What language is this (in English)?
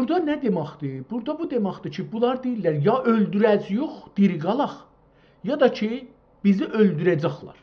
South Azerbaijani